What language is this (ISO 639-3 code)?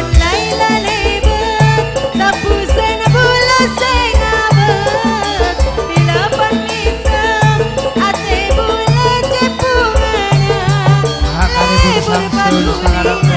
mad